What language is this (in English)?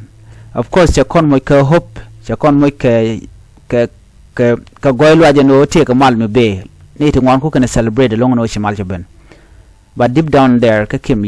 Nuer